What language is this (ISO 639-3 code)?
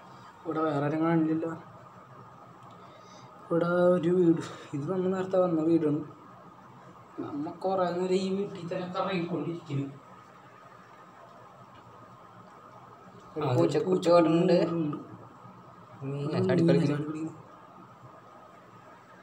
mal